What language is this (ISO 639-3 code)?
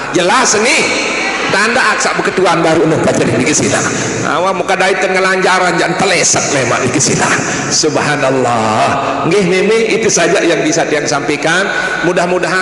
sas